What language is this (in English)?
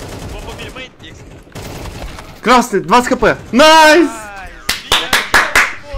Russian